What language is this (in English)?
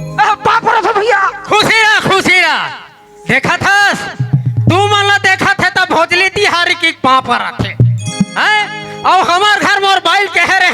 Chhattisgarhi